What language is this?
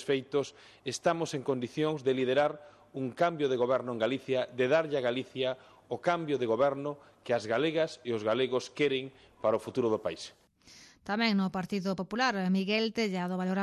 Galician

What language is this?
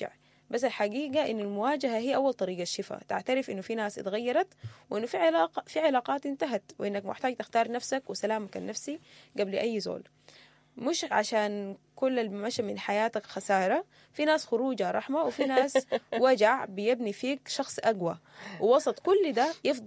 Sudanese Arabic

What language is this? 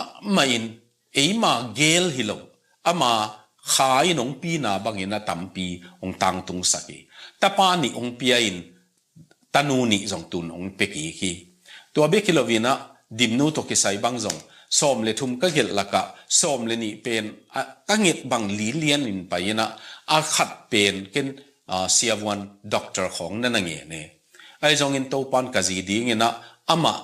Tedim Chin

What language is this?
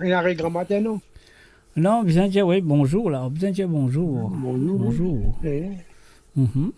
Morisyen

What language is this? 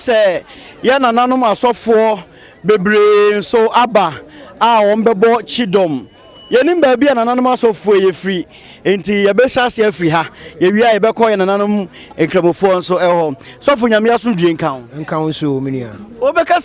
Akan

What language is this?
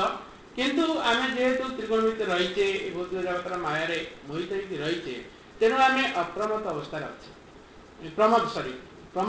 Odia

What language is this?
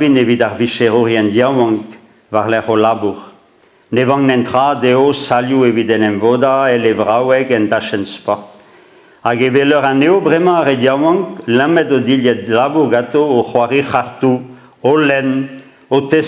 Breton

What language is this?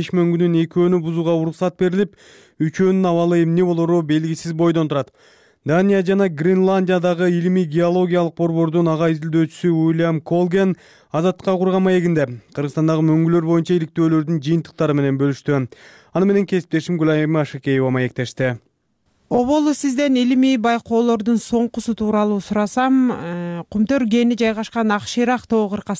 Kyrgyz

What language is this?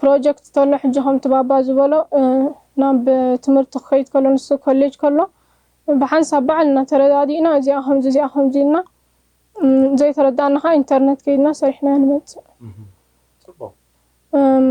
Tigrinya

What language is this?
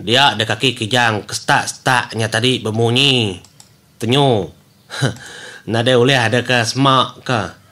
Iban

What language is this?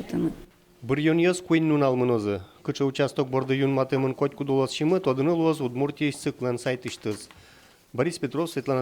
Udmurt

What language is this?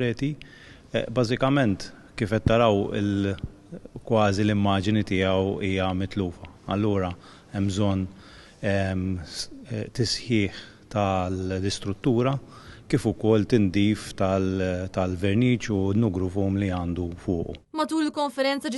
Maltese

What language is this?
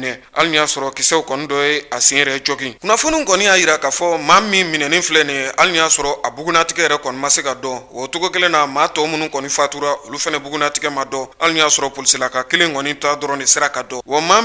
Bambara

